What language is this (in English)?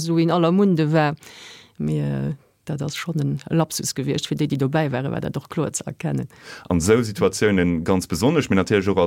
Luxembourgish